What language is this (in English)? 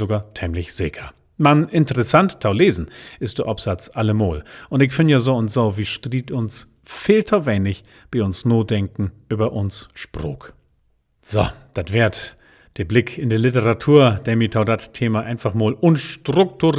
Low German